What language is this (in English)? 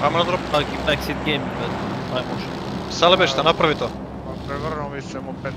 Macedonian